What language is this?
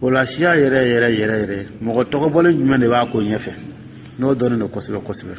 Dyula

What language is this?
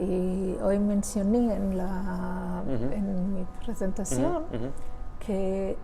Ladino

